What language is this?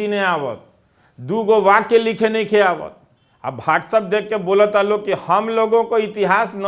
Bhojpuri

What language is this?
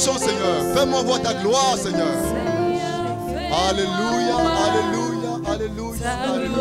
French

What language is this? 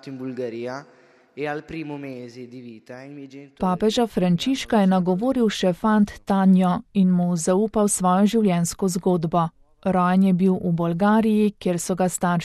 Slovenian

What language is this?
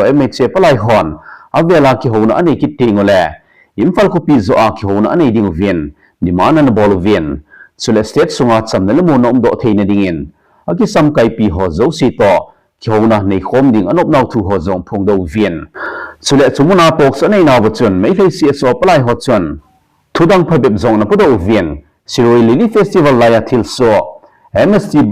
Thado Chin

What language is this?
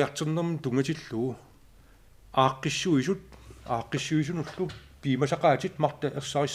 Kalaallisut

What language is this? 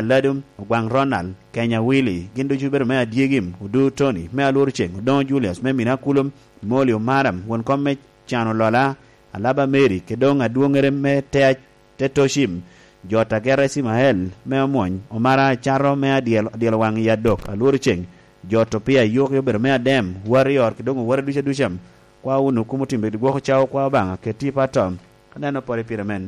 Lango (Uganda)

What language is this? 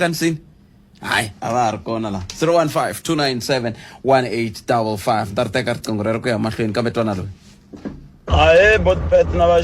Tsonga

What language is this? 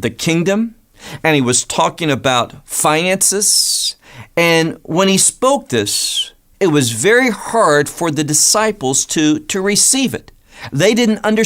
English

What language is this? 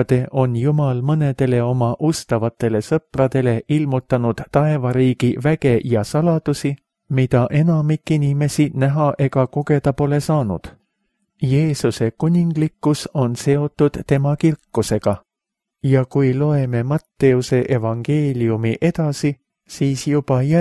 Estonian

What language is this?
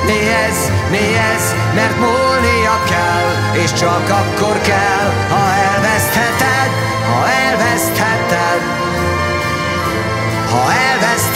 Hungarian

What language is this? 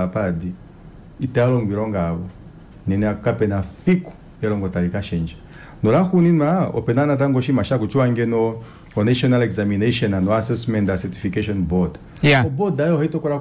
Kuanyama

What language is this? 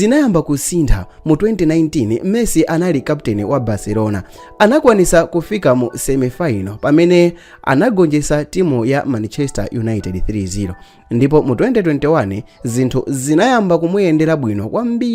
Nyanja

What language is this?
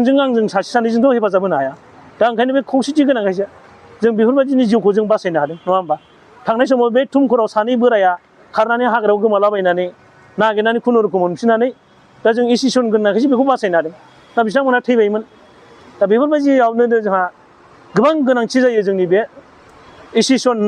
Bodo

